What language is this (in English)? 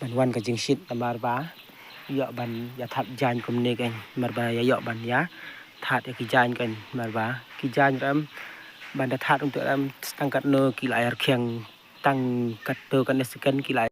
Khasi